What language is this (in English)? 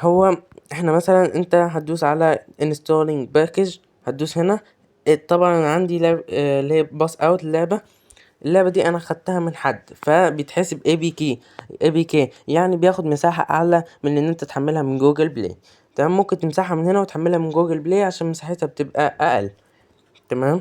Egyptian Arabic